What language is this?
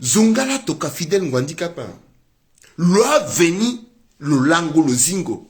Sango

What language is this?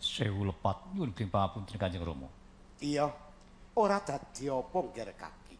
Javanese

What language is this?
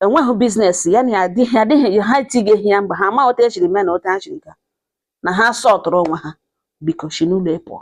Igbo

